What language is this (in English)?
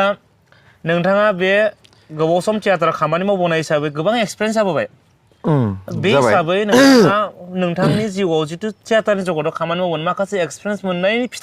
Bodo